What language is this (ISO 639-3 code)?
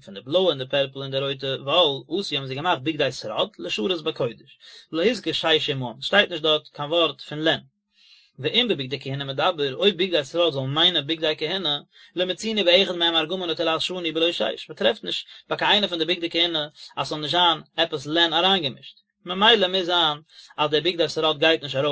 yid